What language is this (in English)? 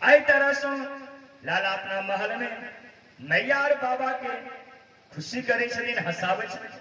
Maithili